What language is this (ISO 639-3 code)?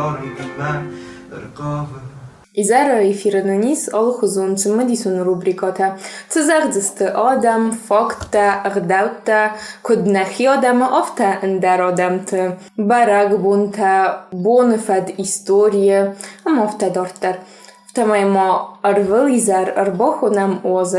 oss